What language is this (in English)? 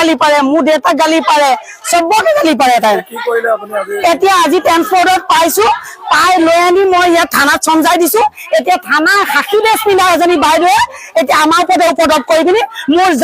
Assamese